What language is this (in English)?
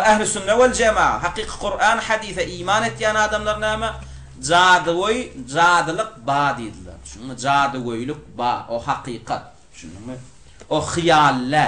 Turkmen